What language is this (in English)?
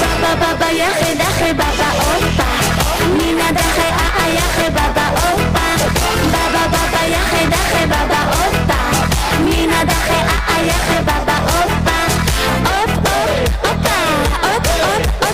Kara-Kalpak